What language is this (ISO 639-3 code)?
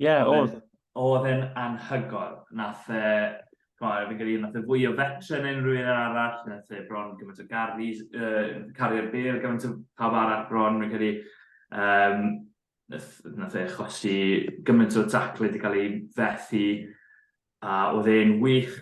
cym